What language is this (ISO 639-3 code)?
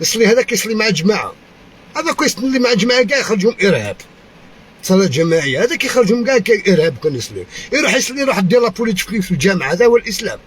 arq